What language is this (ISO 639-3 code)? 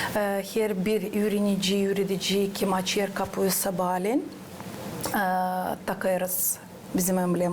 gag